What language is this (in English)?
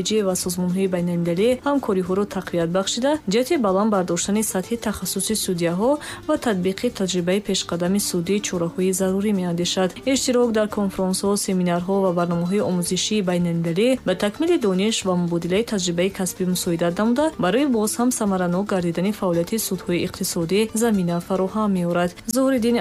Tajik